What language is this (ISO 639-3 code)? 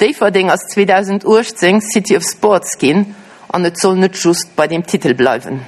ltz